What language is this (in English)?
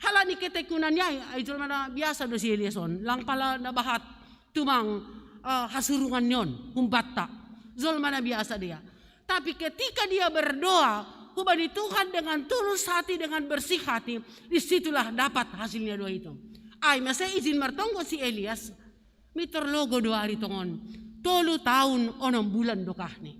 Batak Simalungun